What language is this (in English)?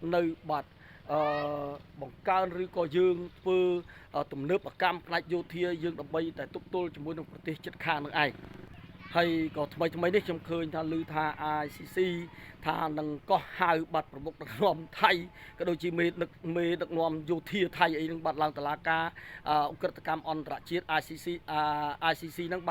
Khmer